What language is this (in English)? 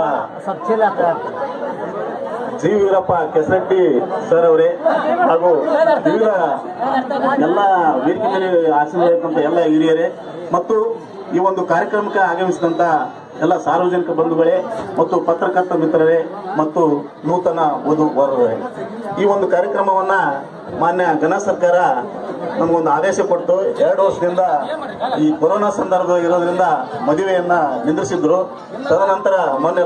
Kannada